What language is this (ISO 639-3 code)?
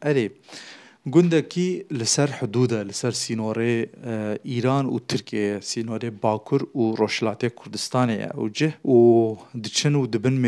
kur